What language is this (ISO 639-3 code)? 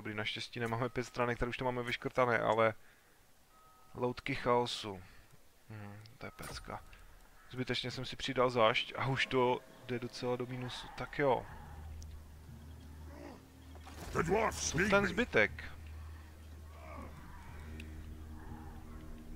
ces